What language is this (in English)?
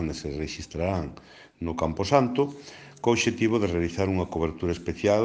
Galician